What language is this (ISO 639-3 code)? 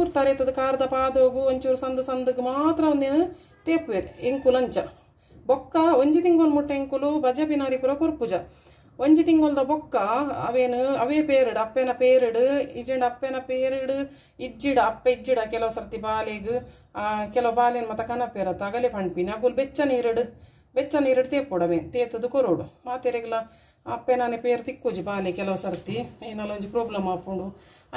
tcy